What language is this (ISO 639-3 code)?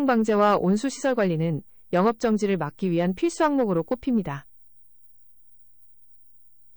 kor